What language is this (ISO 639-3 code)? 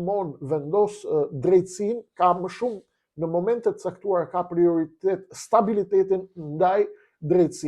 sqi